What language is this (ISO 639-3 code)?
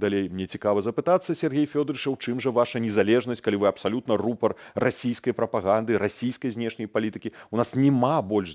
bel